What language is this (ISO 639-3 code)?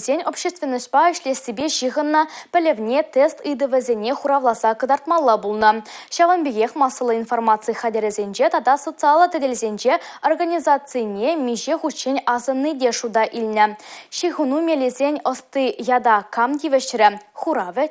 chv